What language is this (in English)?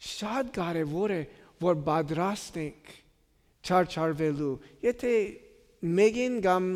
Armenian